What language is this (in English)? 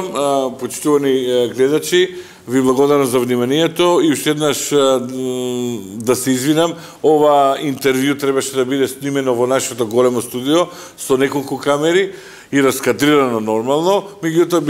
Macedonian